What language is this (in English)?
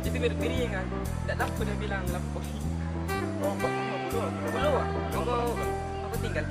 Makassar Malay